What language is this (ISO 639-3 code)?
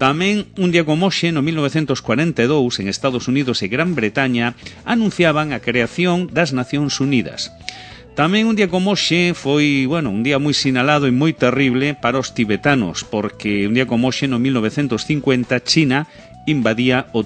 glg